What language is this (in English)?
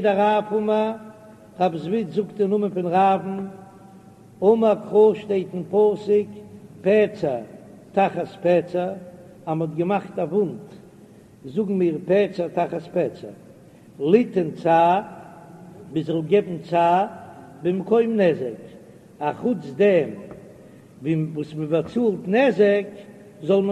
Yiddish